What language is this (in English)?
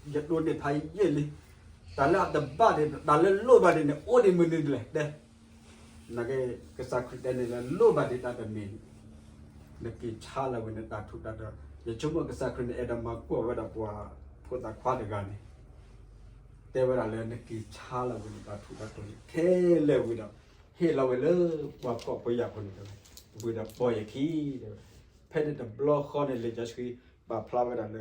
S'gaw Karen